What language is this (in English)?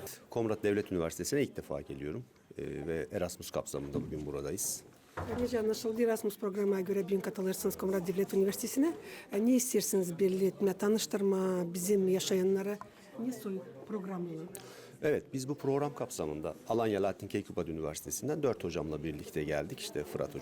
Gagauz